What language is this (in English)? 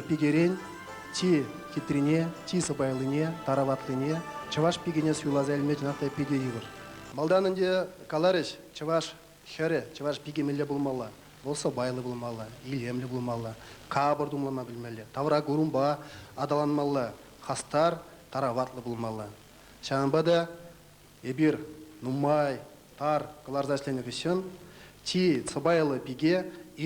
Chuvash